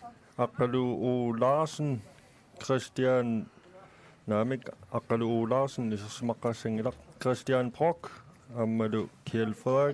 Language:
Kalaallisut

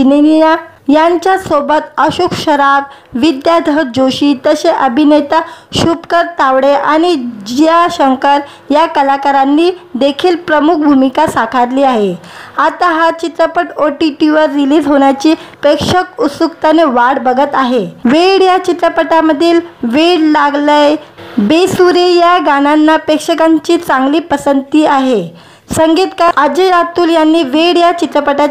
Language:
Marathi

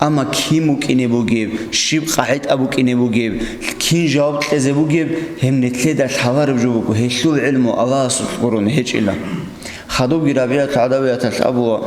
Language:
Avaric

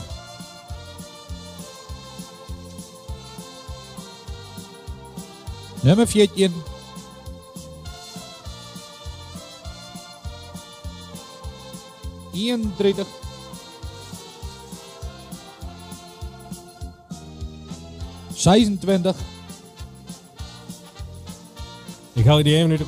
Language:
Dutch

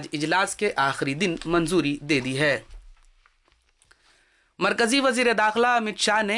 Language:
Urdu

